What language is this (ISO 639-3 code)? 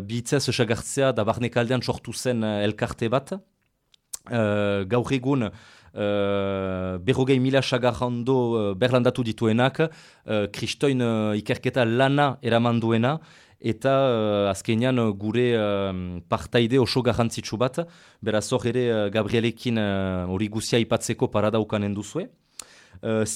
eus